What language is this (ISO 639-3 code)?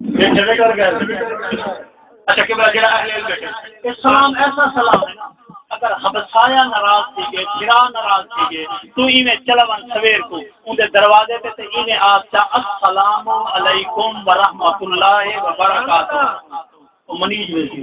skr